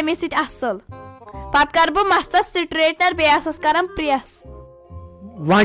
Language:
Kashmiri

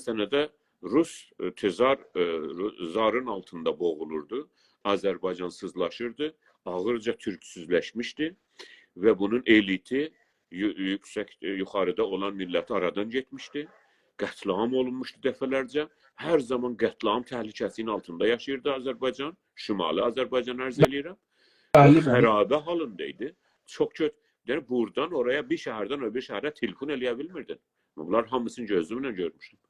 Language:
South Azerbaijani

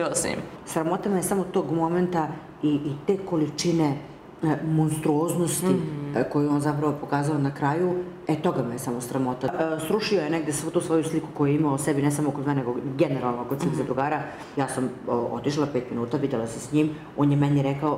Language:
Serbian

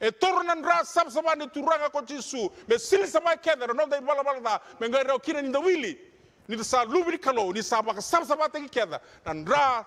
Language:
Fijian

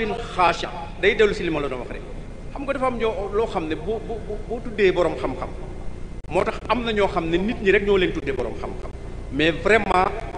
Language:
Wolof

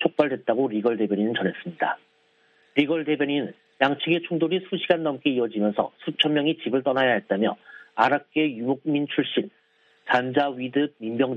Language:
Korean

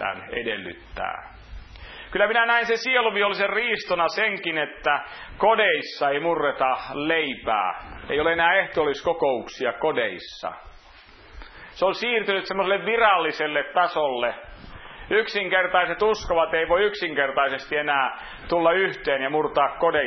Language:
Finnish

